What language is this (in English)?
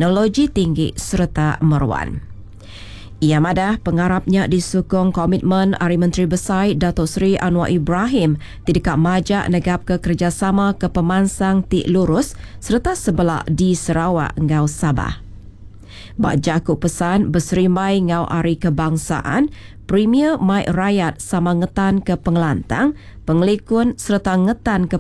Iban